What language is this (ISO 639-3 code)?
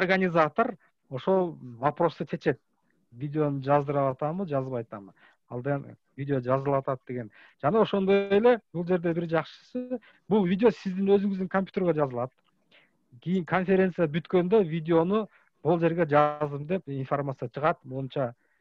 kir